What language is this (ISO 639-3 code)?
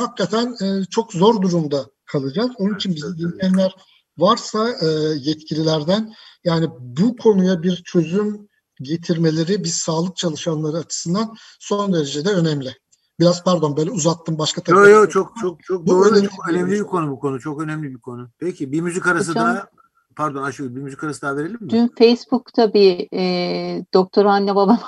tur